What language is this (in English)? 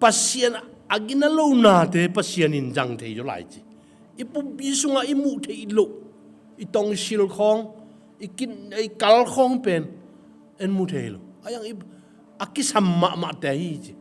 Tedim Chin